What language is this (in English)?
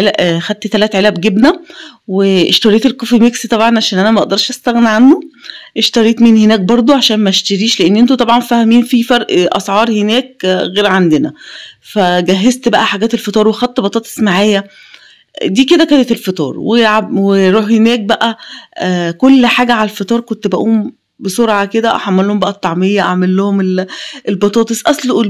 Egyptian Arabic